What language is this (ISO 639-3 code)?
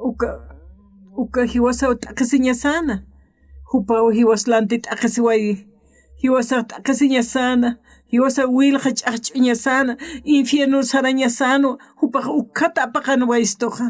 aym